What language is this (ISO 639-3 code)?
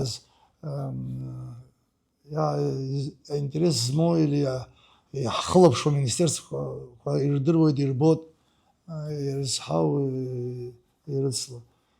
abk